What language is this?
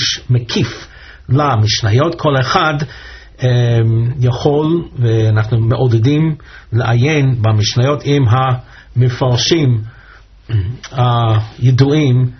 Hebrew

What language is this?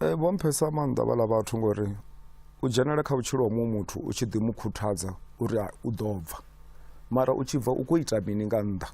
Venda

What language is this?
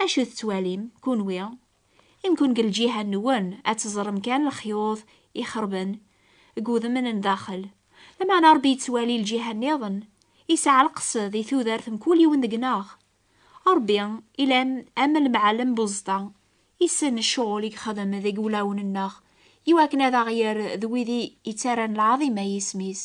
Kabyle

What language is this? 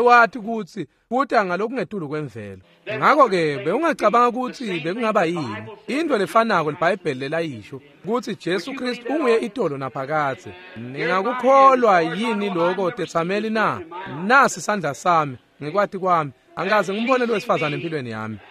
Swati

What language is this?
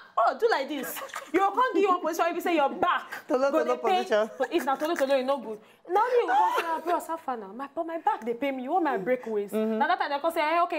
Nigerian Pidgin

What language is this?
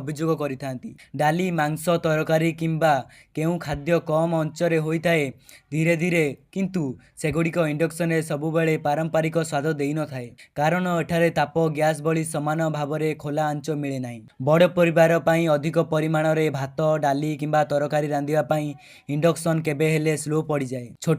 Odia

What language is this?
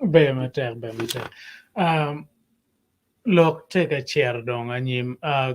Acoli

